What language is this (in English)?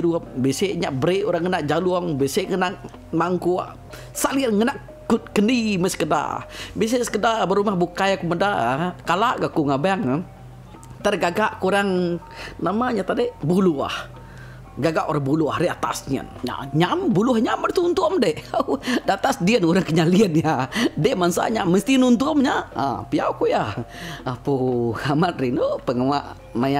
Iban